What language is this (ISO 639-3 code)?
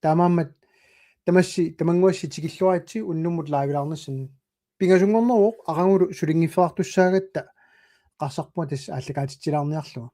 kal